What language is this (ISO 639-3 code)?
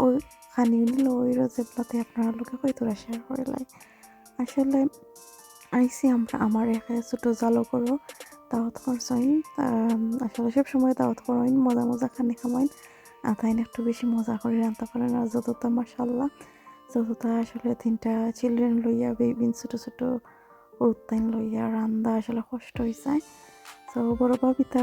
syl